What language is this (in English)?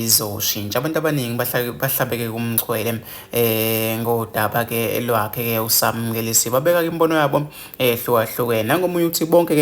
Zulu